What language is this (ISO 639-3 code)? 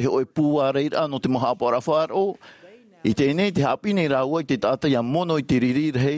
tah